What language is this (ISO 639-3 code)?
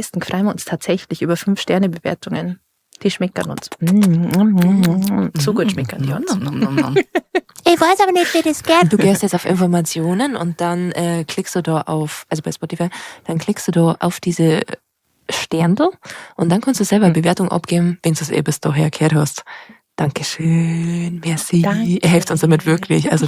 bar